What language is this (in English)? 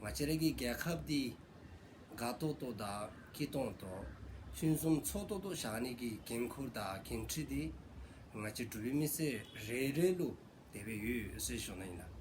Dzongkha